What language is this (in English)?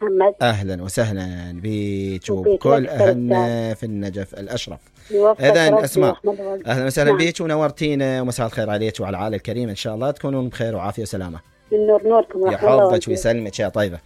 Mesopotamian Arabic